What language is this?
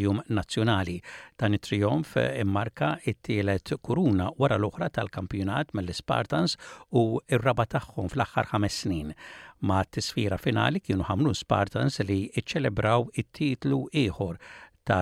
Maltese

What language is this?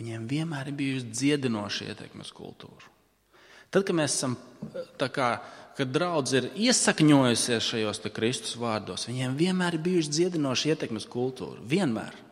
Latvian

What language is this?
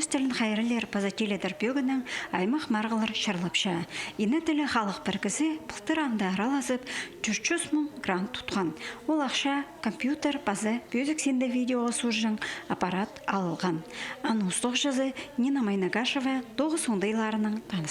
Khakas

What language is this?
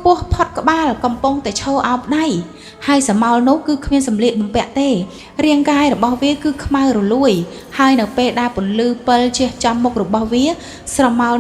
Khmer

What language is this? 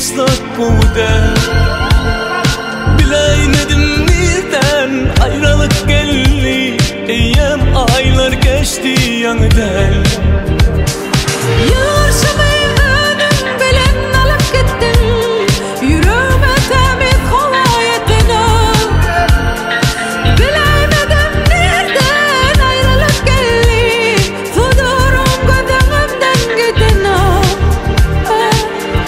Turkish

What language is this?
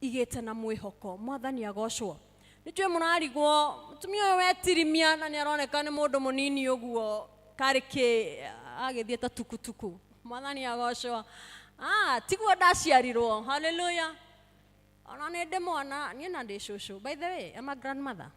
Kikuyu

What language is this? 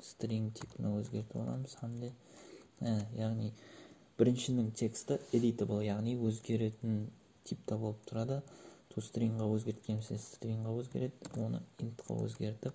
Kara-Kalpak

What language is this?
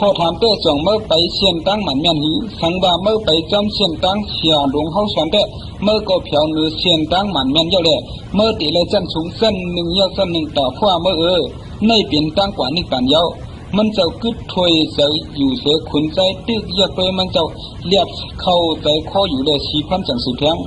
Shan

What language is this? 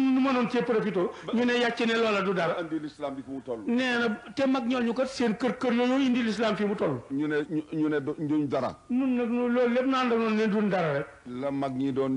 Wolof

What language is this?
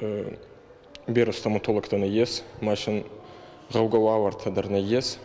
Ossetic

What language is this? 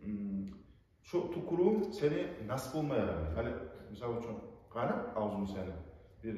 Kumyk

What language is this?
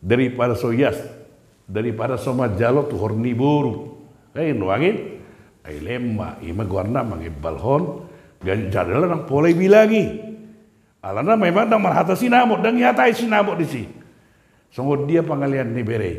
Batak Toba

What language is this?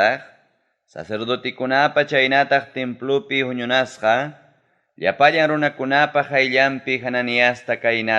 Ayacucho Quechua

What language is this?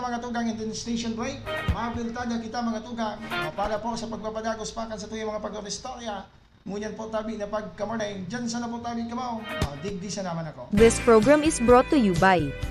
Bikol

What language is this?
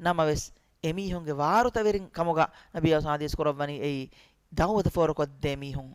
Divehi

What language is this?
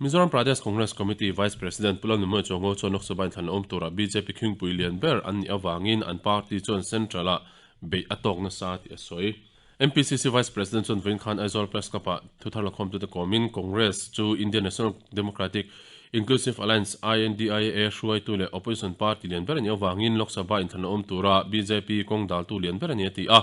Mizo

